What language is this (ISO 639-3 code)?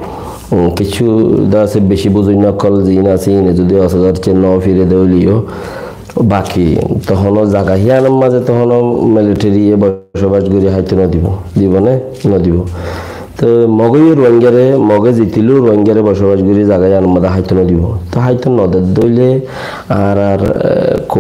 rhg